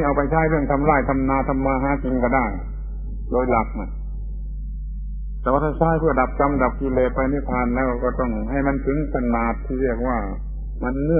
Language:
Thai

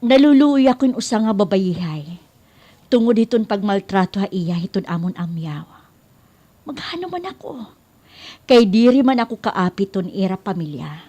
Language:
Waray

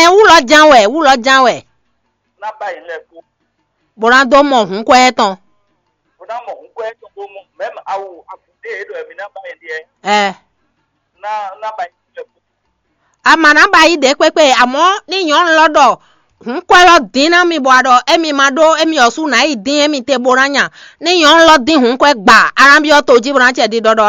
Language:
Fon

